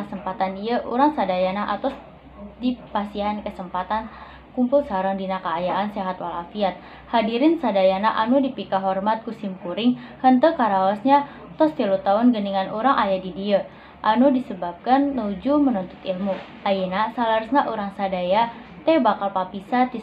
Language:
Sundanese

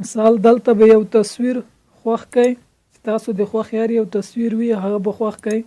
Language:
Pashto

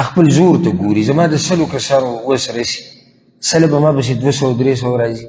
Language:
Pashto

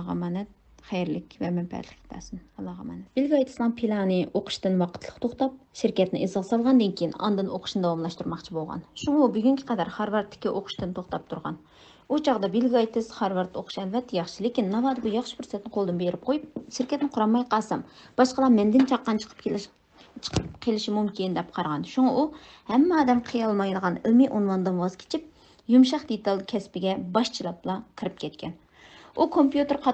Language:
Uyghur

